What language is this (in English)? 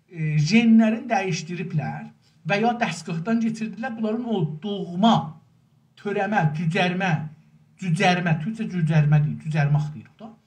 South Azerbaijani